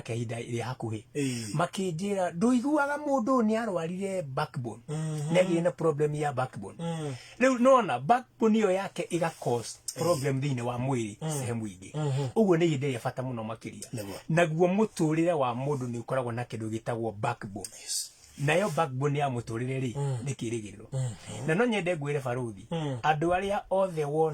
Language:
Kikuyu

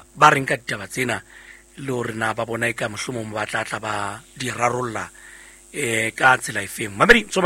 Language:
Southern Sotho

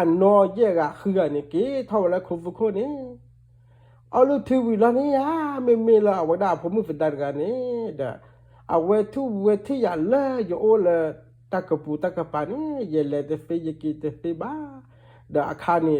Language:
S'gaw Karen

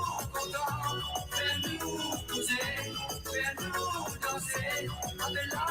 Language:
Morisyen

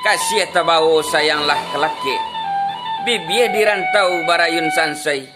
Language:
Minangkabau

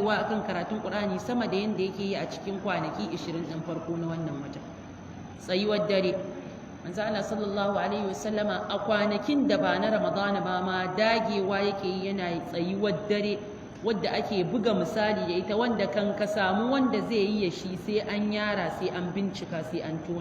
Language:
Hausa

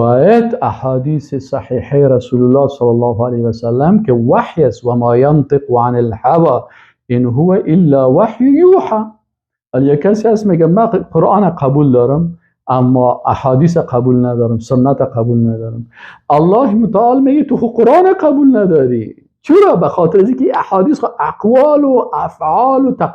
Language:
Persian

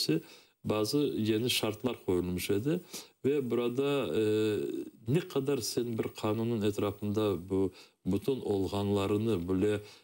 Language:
Crimean Tatar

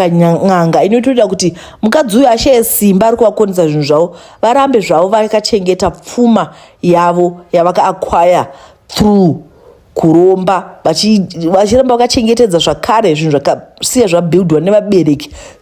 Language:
Shona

